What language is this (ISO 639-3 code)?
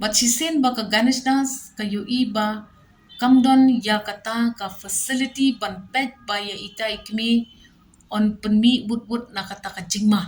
kha